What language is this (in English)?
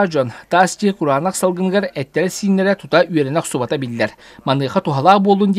Yakut